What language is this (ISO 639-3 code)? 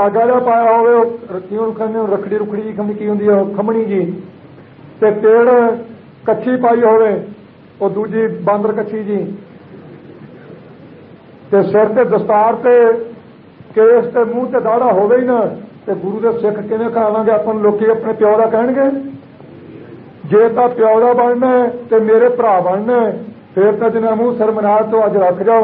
pan